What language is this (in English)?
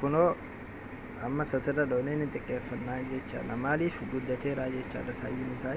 Oromo